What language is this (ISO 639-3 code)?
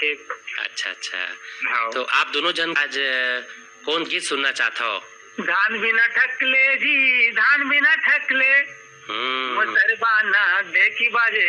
hne